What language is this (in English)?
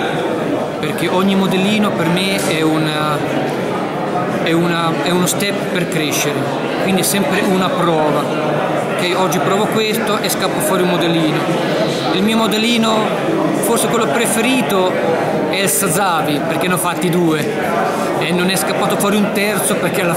Italian